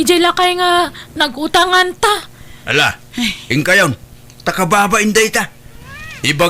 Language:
Iloko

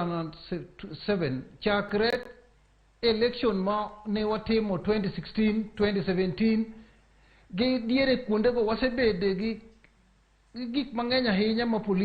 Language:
Luo (Kenya and Tanzania)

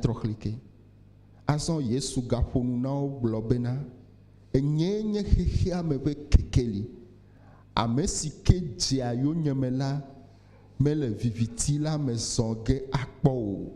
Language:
Ewe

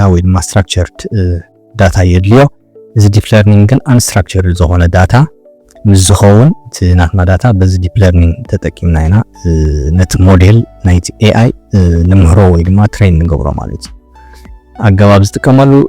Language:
Tigrinya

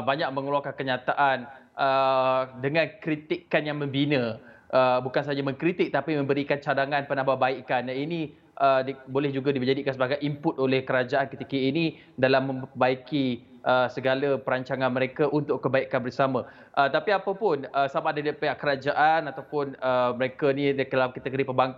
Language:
Malay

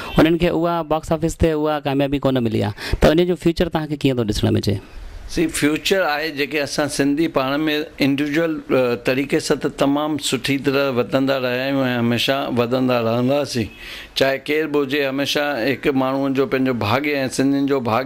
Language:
Sindhi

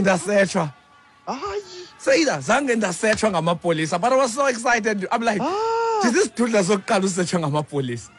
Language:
Xhosa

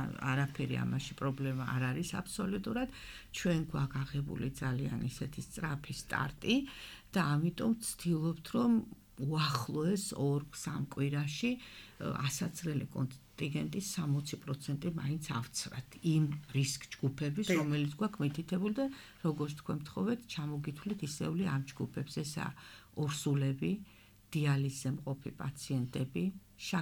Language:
Georgian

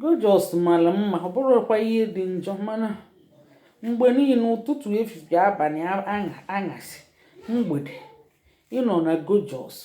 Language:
Igbo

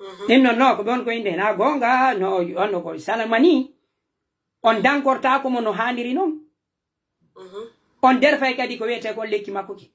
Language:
Pular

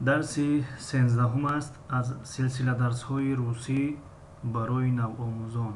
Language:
Tajik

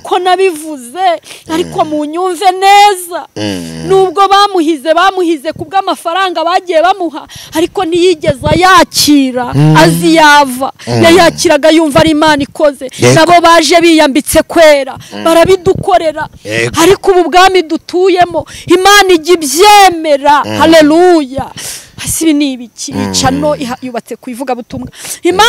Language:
Kinyarwanda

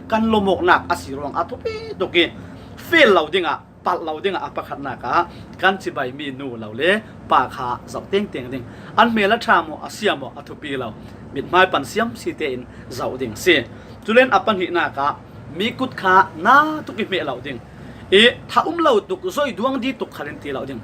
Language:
Falam Chin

